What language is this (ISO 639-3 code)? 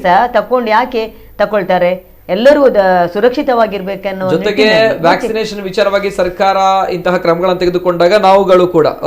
kan